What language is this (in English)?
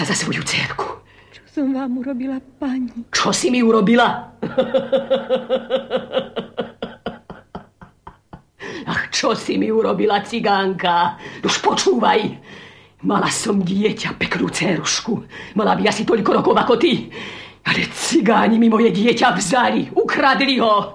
Slovak